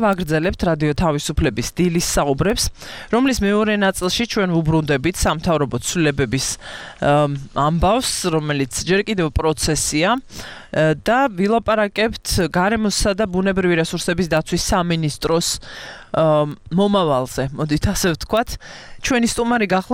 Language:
Georgian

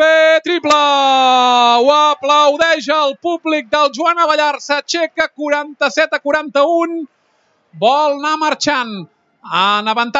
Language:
Catalan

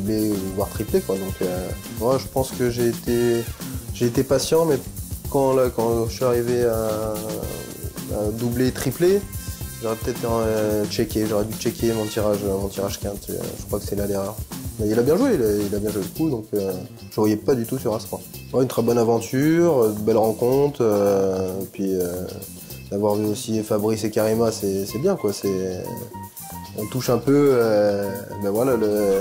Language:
French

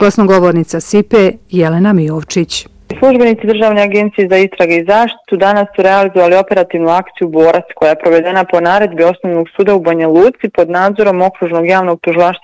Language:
Bosnian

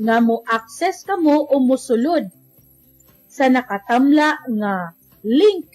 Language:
Cebuano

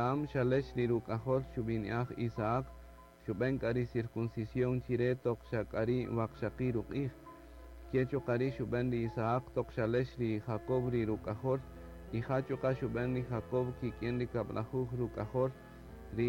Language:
Kaqchikel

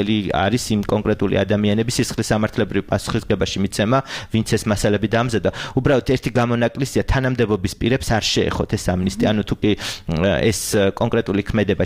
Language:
Georgian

